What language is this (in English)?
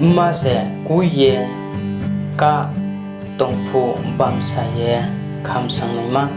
Riang (India)